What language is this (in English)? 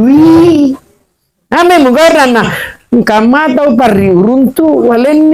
Buginese